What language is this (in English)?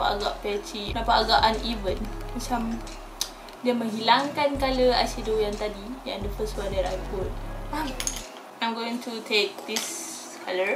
Malay